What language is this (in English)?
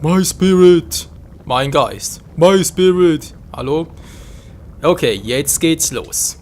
Swiss German